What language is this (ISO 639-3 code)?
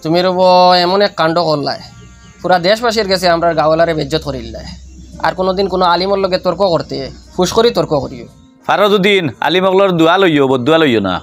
syl